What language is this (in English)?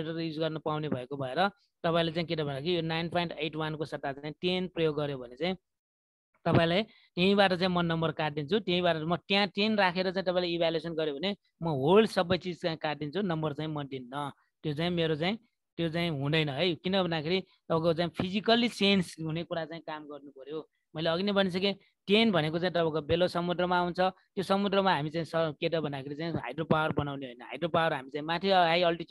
Nepali